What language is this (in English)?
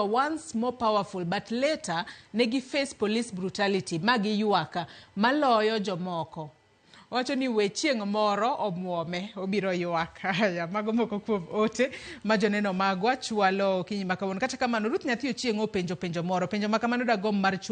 Luo (Kenya and Tanzania)